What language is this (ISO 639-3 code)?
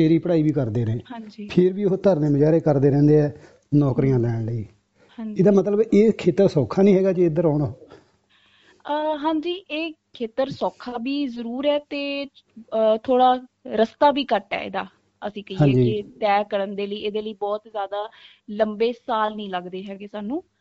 pan